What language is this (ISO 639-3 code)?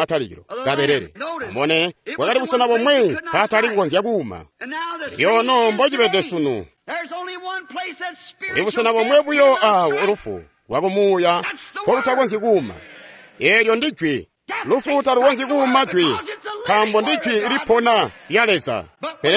toi